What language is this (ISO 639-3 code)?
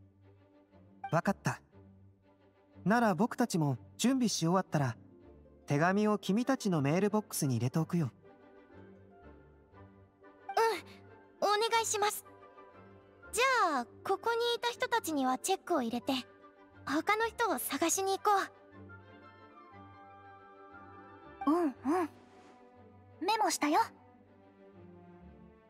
jpn